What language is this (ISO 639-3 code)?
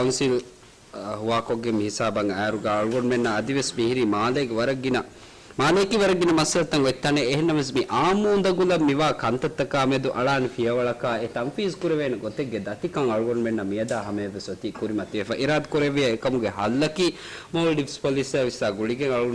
div